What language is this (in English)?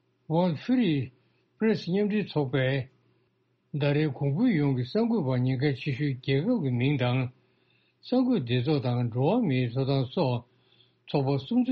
Tibetan